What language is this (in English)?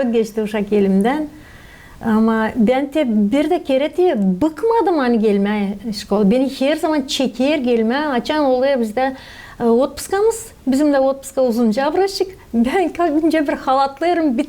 Gagauz